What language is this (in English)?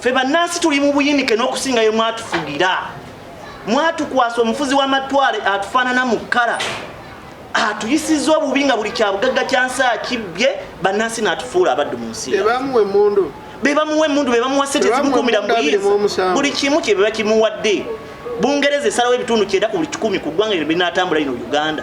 Ganda